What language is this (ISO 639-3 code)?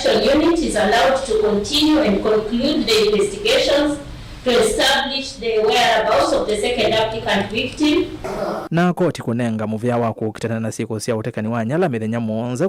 kam